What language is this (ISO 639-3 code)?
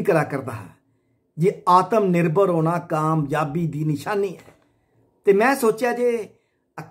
doi